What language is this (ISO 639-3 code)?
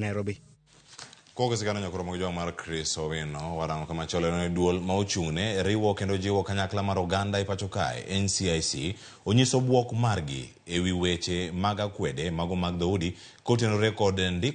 luo